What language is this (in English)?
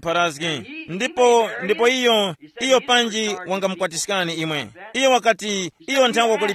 Tumbuka